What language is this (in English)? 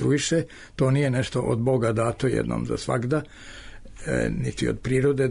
Serbian